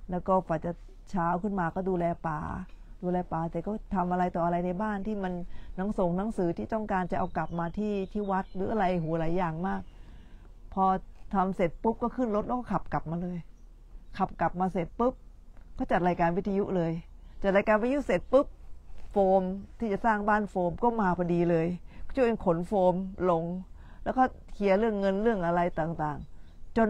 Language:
Thai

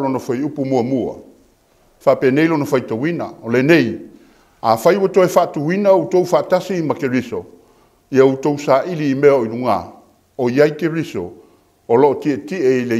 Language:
Samoan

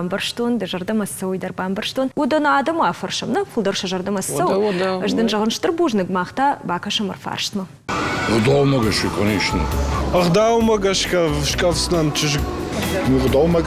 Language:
Ossetic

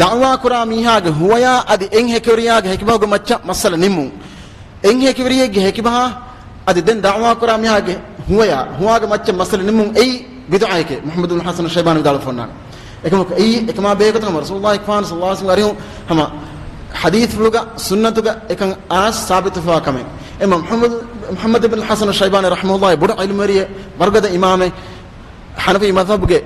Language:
Divehi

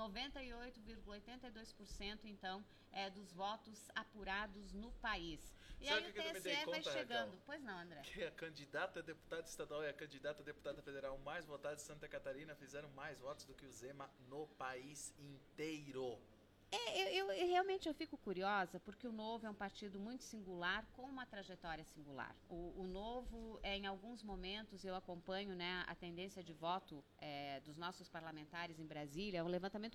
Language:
Portuguese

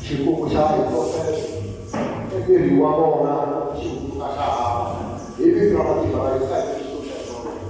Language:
Tsonga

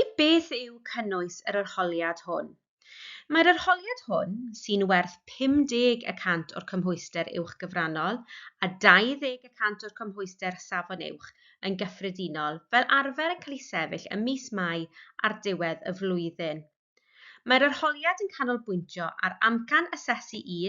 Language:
Welsh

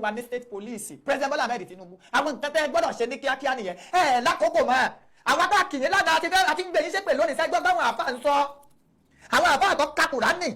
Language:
Yoruba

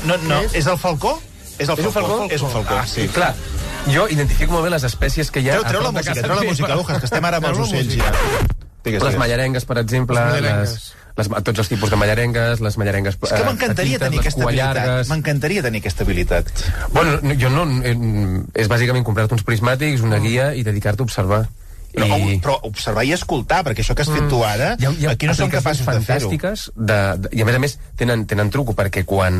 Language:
Catalan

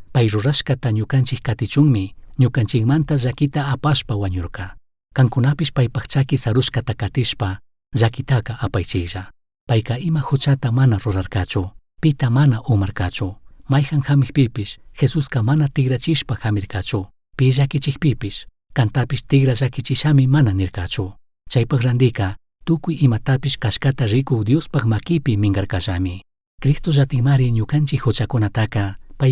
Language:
Chimborazo Highland Quichua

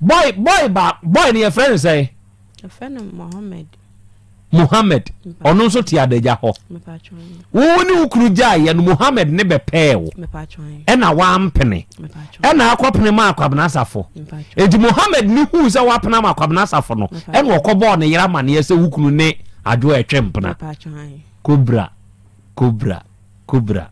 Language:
Akan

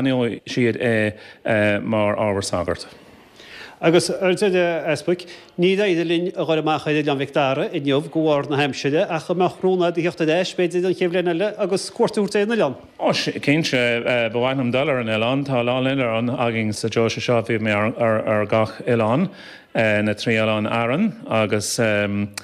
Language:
Irish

